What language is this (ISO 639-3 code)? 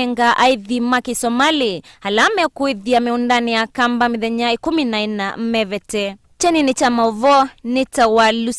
kam